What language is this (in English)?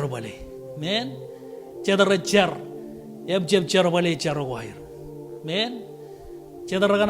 Marshallese